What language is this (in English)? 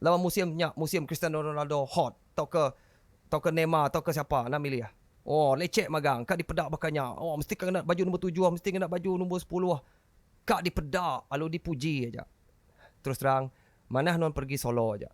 Iban